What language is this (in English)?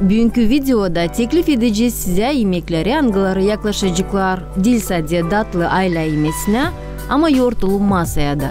Gagauz